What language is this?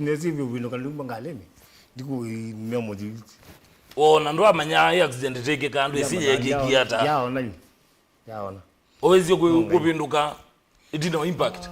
Kamba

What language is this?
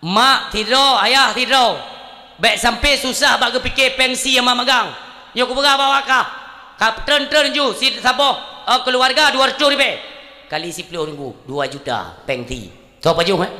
Achinese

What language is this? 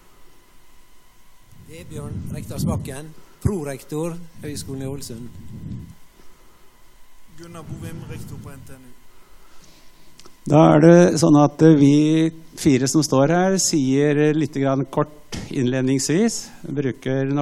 Norwegian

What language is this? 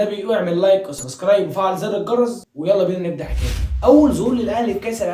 Egyptian Arabic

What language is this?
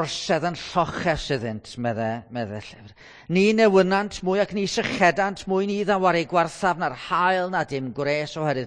Welsh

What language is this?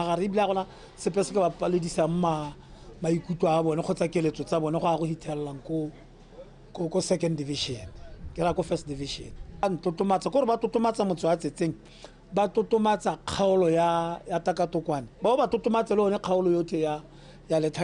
Tswana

